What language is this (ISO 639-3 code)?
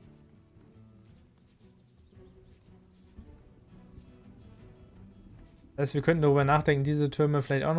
deu